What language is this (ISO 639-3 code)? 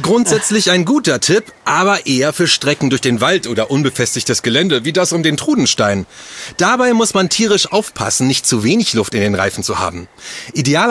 deu